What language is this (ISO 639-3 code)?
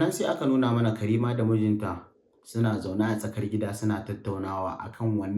hau